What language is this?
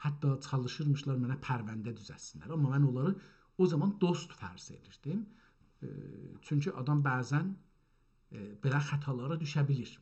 South Azerbaijani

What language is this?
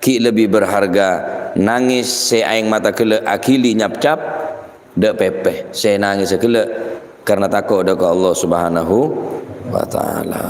Madurese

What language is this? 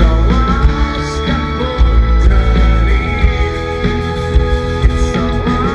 Slovak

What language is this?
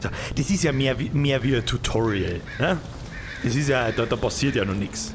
Bavarian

